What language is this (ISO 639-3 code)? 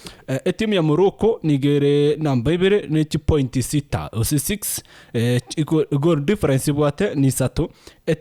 guz